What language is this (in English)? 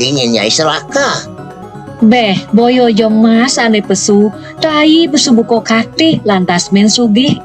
Balinese